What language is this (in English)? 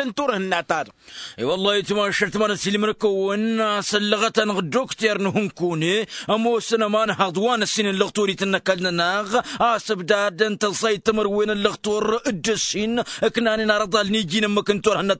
Tamasheq